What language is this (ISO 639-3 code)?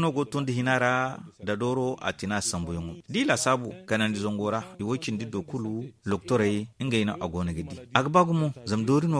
dje